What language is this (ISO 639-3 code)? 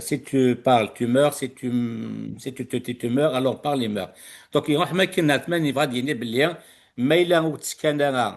kab